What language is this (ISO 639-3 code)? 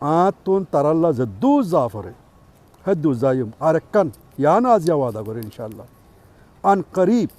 rhg